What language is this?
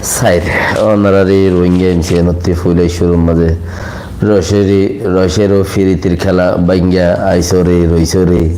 Rohingya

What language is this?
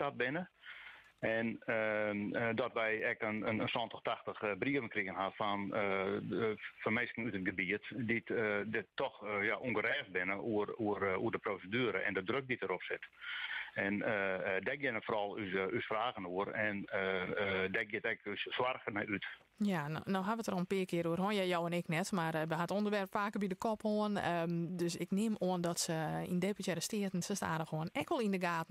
Western Frisian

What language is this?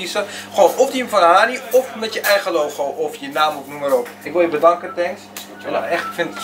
Dutch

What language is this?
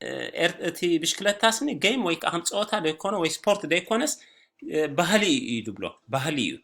Tigrinya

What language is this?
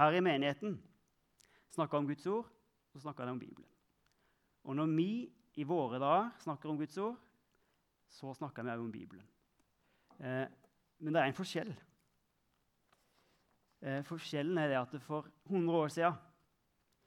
Norwegian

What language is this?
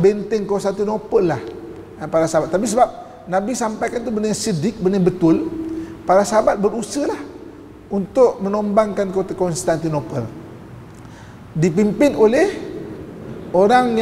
Malay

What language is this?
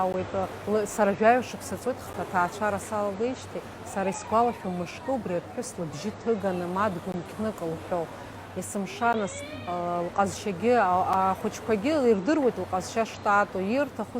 Abkhazian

